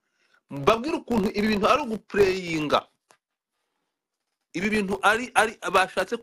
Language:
Kinyarwanda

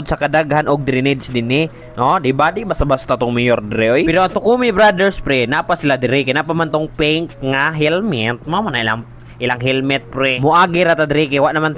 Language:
Cebuano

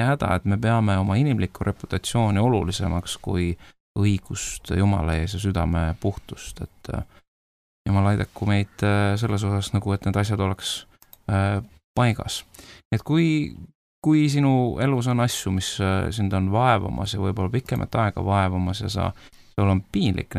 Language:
Estonian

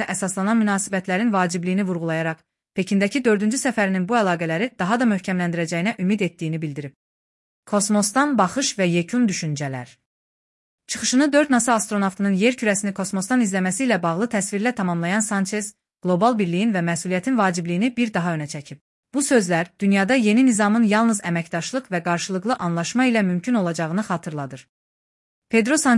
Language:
Azerbaijani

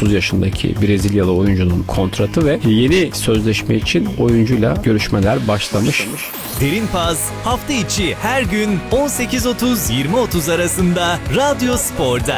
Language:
Turkish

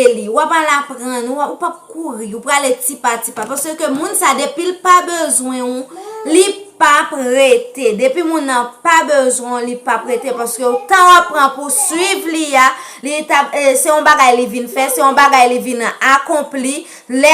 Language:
Haitian Creole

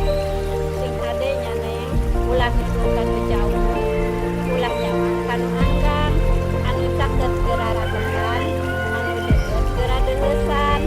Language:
Sundanese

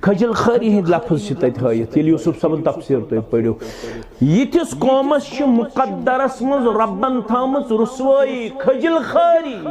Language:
Kashmiri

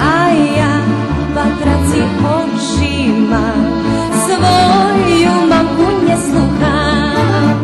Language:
Rusyn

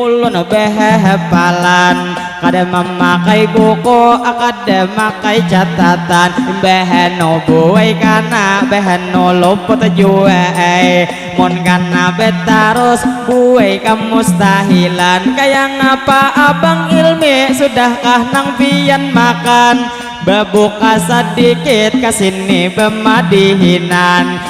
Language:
Banjar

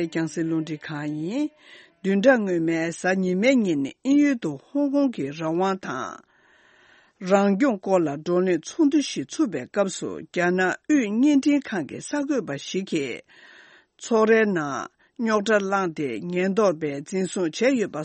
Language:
Tibetan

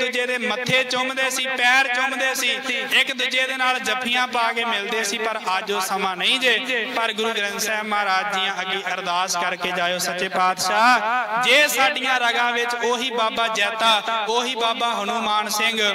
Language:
Punjabi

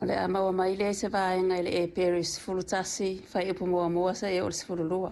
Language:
Samoan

